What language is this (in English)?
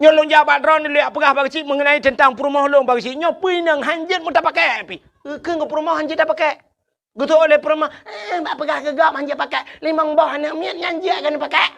Achinese